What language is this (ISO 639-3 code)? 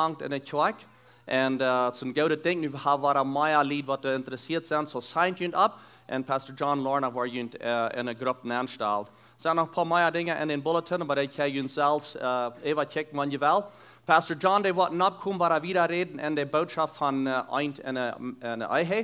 pdt